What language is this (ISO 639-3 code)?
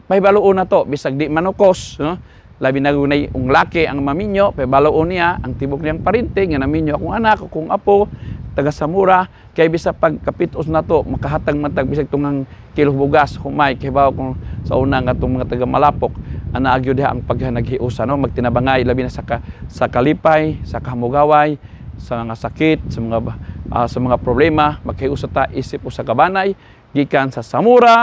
ceb